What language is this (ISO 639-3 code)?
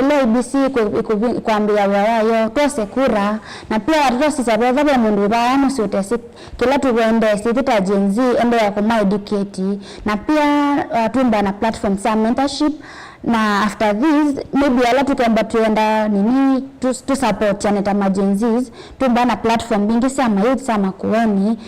kam